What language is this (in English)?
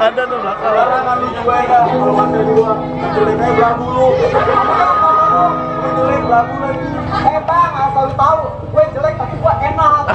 Betawi